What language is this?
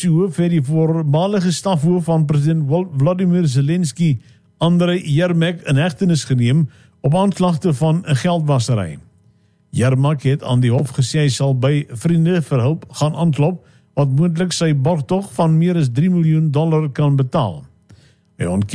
Afrikaans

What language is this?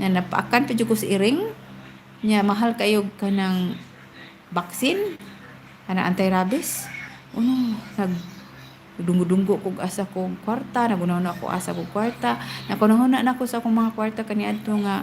Cebuano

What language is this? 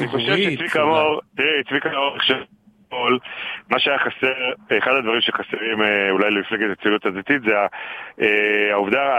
Hebrew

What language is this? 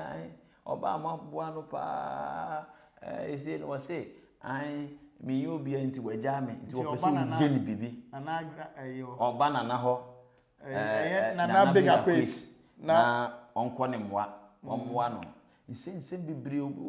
Akan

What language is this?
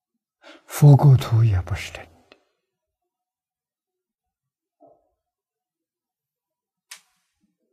Chinese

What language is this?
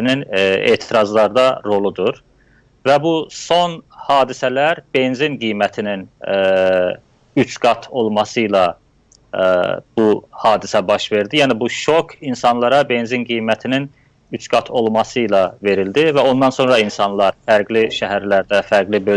South Azerbaijani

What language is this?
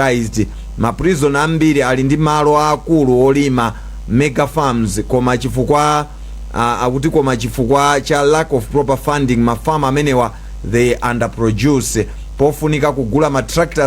Nyanja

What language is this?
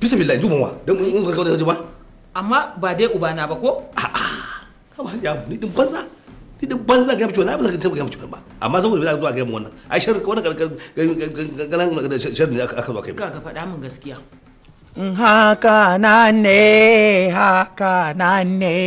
Hausa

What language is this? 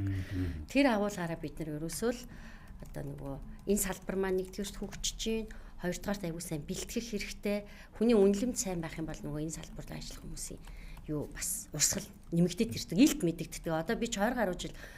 Mongolian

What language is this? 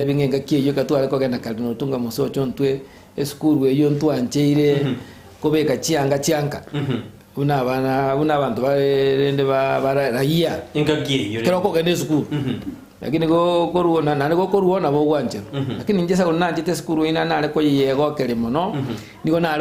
Gusii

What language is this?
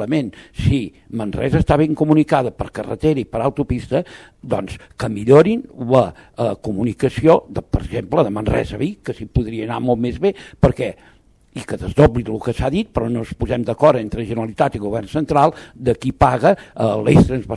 Catalan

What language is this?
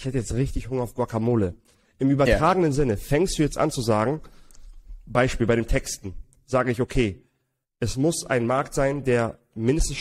German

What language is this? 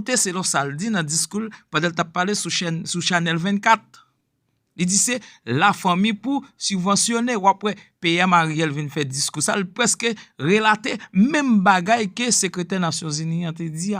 Haitian Creole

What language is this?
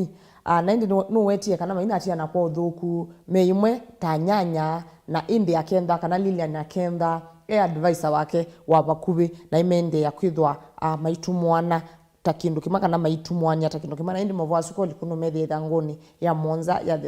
Kamba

